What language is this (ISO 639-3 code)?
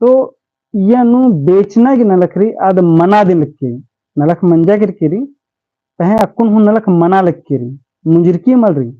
kru